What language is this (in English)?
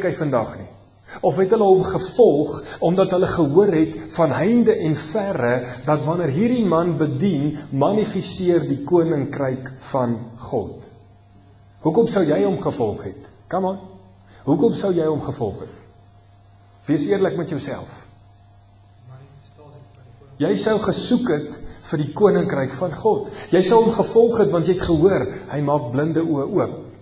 Afrikaans